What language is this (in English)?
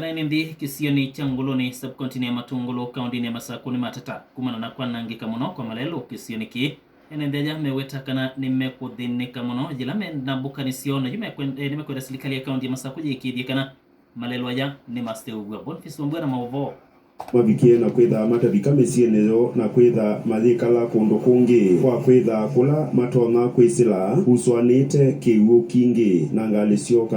Kamba